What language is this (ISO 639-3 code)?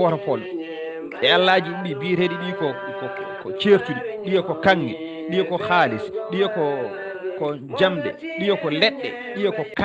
ful